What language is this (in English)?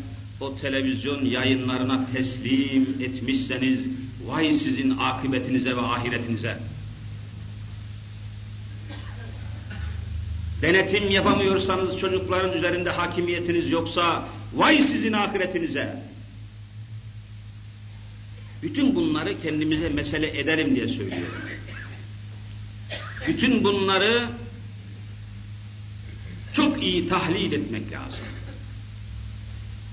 Turkish